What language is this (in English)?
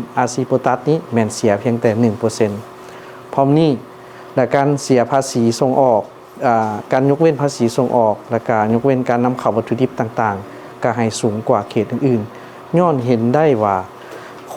Lao